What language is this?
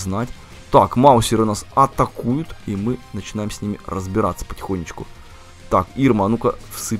Russian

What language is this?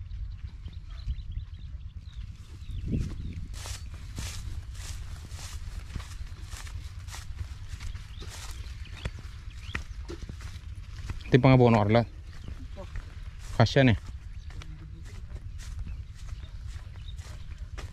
Filipino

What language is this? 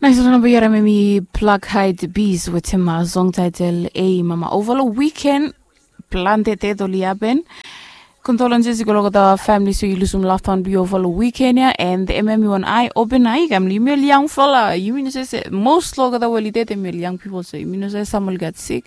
Bislama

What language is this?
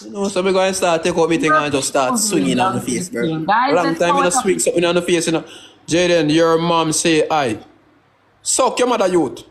Jamaican Creole English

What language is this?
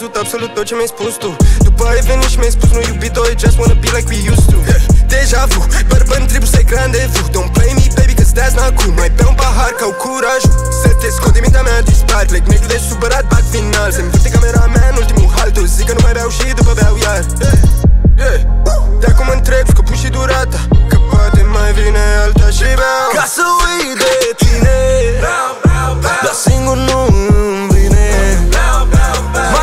Romanian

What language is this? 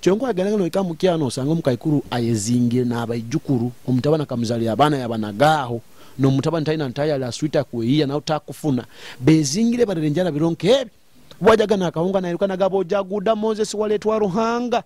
Nyoro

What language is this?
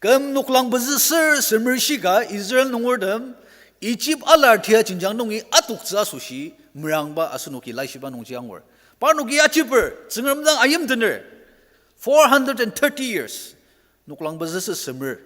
Ao Naga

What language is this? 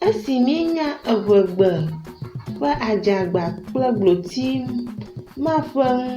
Ewe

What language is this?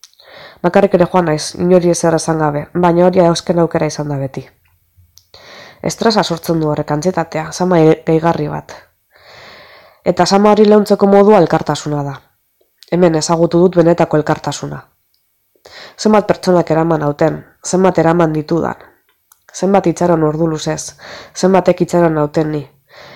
Basque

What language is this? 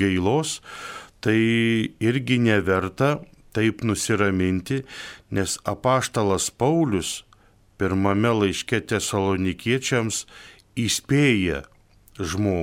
Lithuanian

